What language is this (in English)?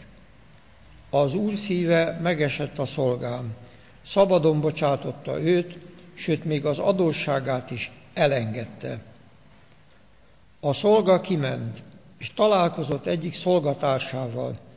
Hungarian